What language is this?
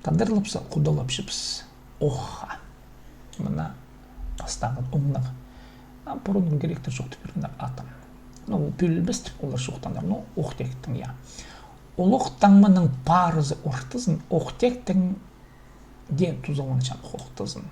Khakas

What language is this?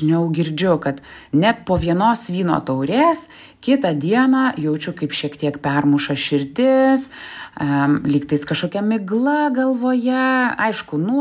Lithuanian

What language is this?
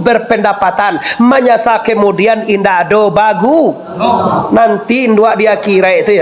Minangkabau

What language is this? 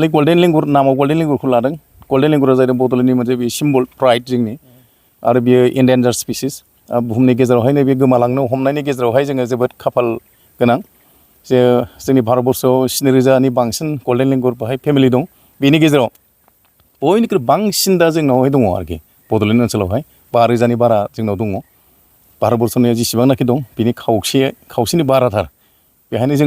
Bodo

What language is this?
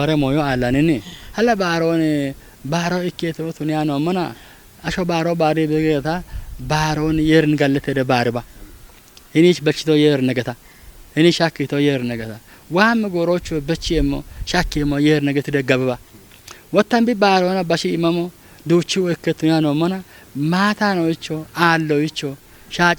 Kafa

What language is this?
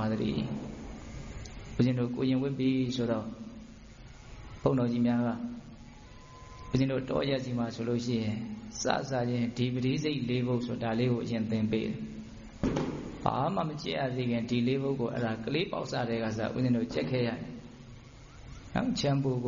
Burmese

